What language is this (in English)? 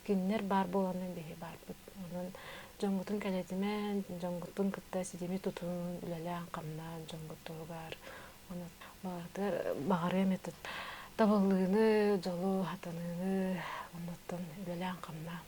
Yakut